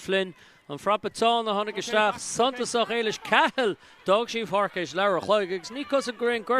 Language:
Irish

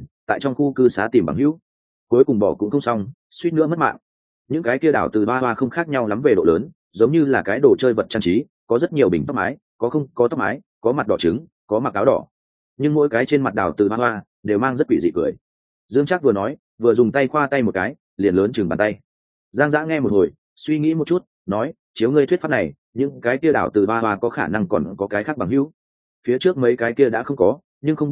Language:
Vietnamese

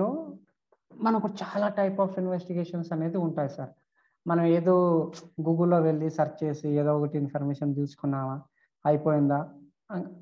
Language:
Telugu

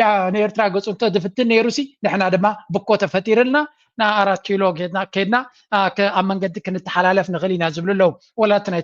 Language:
Tigrinya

